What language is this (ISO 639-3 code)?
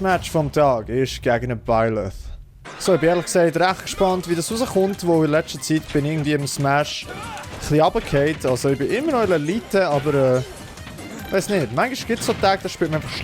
gsw